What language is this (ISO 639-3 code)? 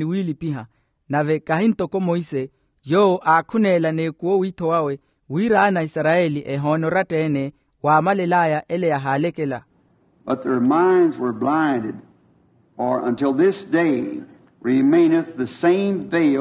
vmw